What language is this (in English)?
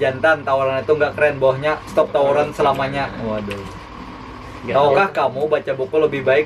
Banjar